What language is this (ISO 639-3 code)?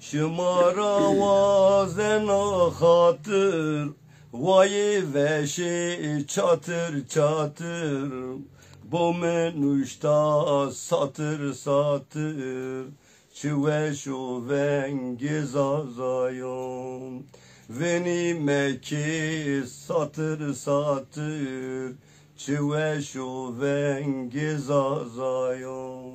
zza